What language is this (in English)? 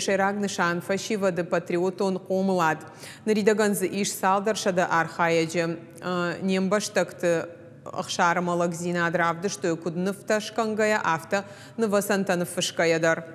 Ossetic